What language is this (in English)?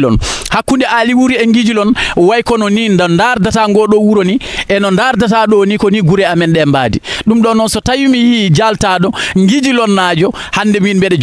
Fula